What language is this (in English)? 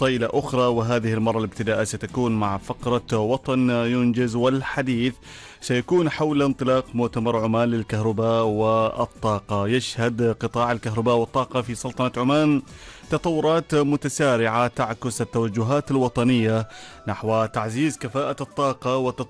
Arabic